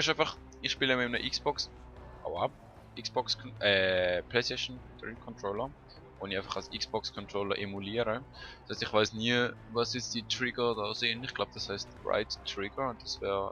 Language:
Swiss German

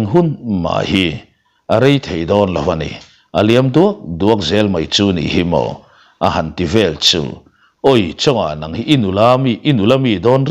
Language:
Mizo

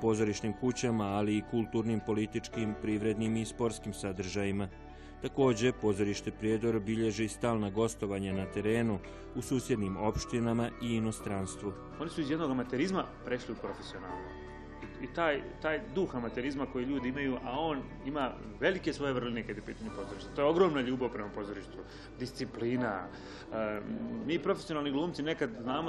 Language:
Serbian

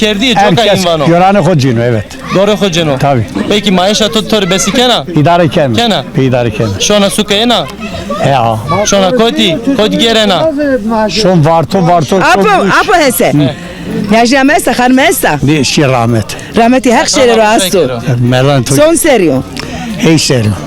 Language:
Zaza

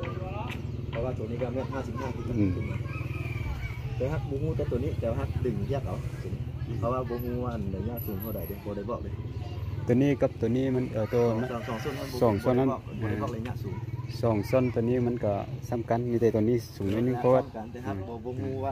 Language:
Vietnamese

